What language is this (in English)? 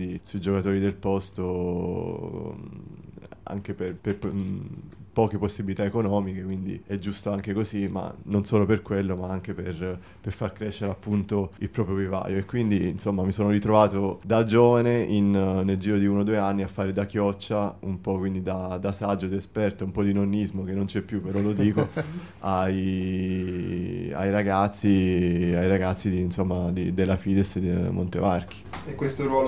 Italian